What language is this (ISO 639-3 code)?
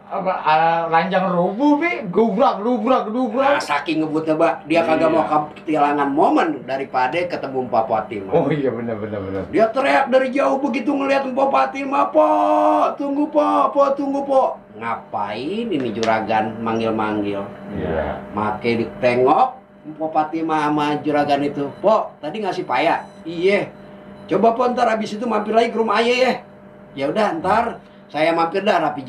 bew